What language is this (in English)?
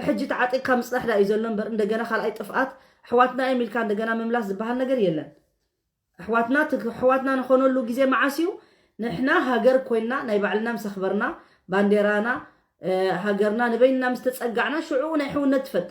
Tigrinya